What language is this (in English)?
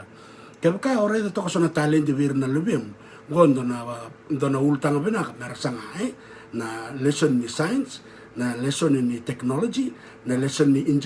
Fijian